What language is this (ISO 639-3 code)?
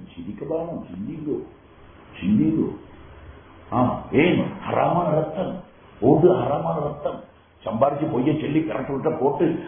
tam